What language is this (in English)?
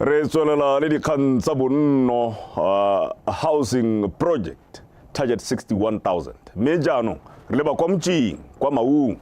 Tswana